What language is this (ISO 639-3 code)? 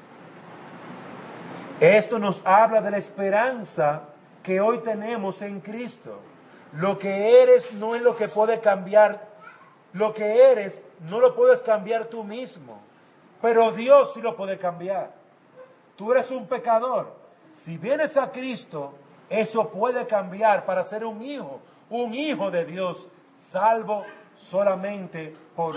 spa